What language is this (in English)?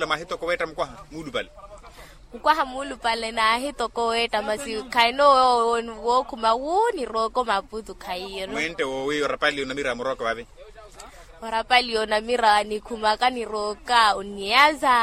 Makhuwa